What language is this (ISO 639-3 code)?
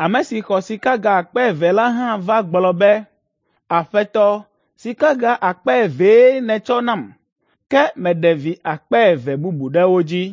ewe